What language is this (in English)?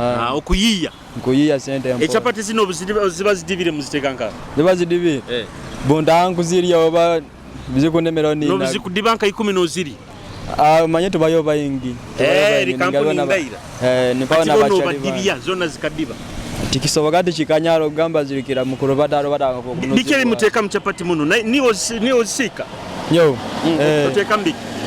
Nyoro